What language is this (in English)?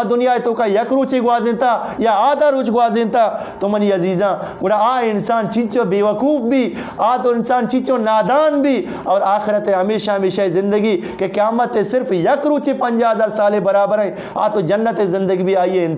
Eastern Balochi